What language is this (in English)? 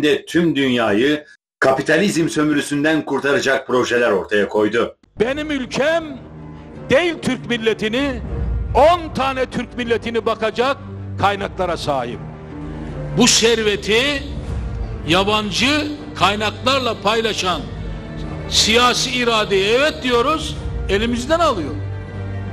Turkish